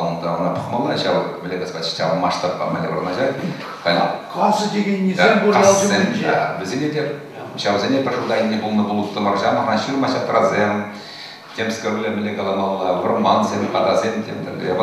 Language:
Chuvash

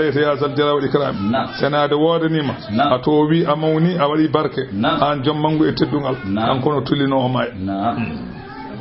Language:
Fula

